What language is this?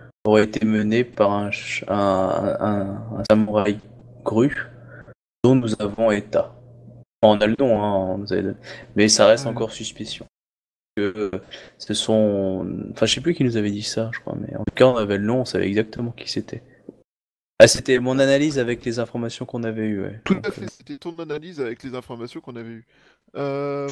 French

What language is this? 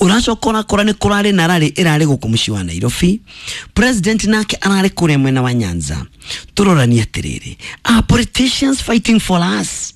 Kikuyu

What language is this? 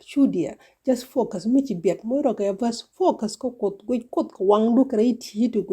Nuer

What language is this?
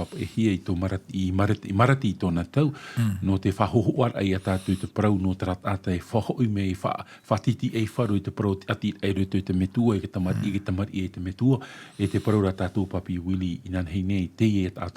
Tahitian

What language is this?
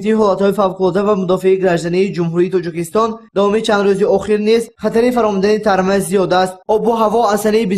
Tajik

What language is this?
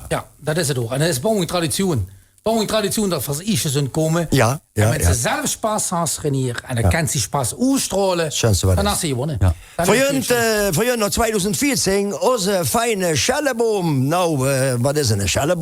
Limburgish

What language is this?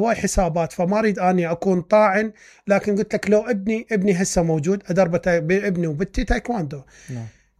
Mesopotamian Arabic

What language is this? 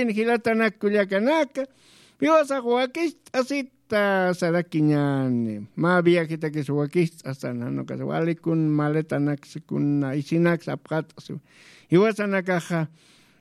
Aymara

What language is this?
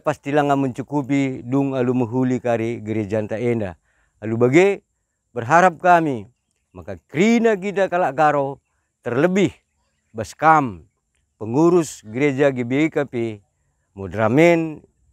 Batak Karo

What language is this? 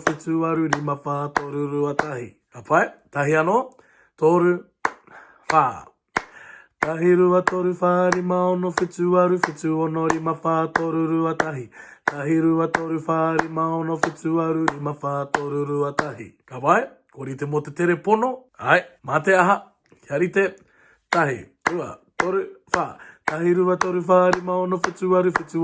Māori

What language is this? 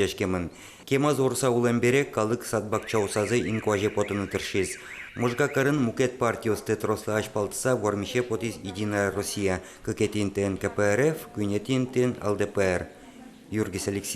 Udmurt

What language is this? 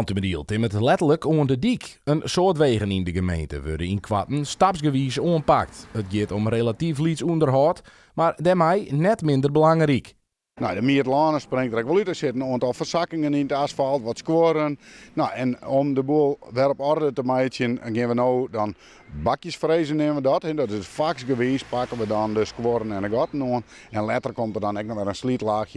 Western Frisian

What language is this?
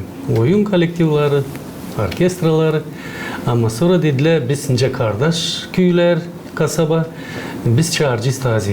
Gagauz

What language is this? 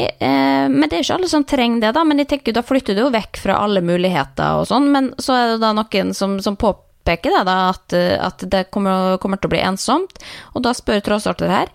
Norwegian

